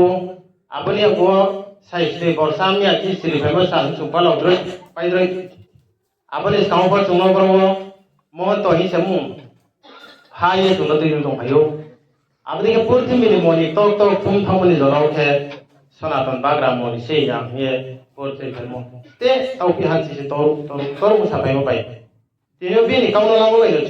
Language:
Riang (India)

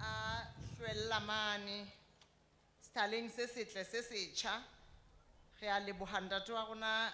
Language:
Southern Sotho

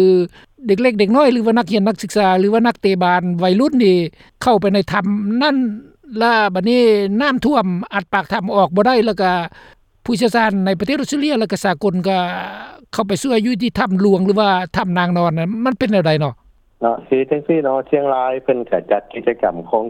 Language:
Lao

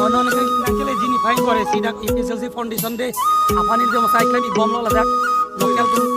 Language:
Karbi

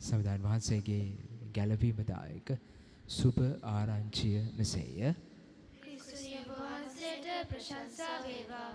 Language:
Sinhala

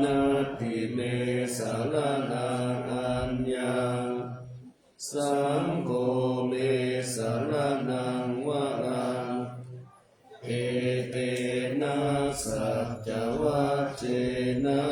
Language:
Pali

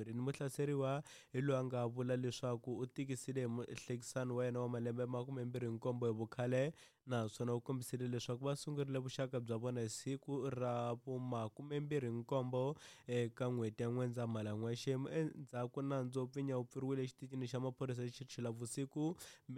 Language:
Tsonga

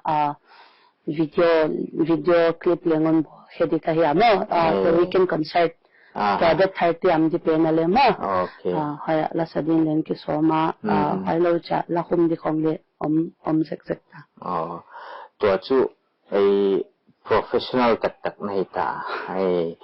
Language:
Paite Chin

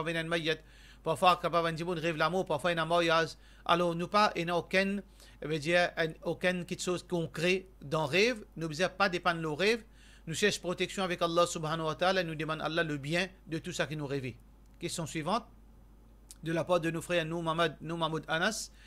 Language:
Morisyen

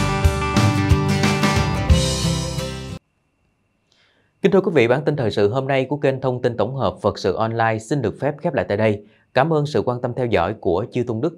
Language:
Vietnamese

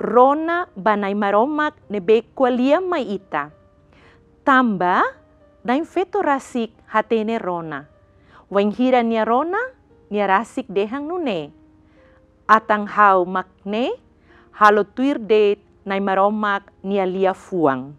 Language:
Tetum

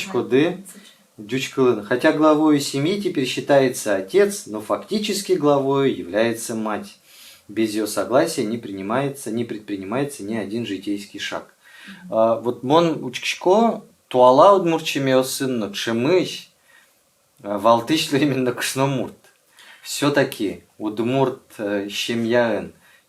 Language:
Udmurt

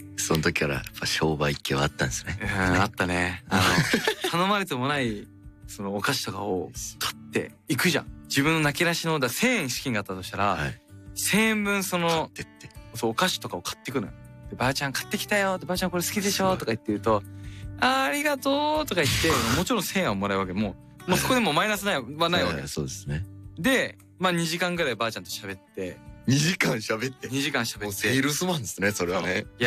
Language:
Japanese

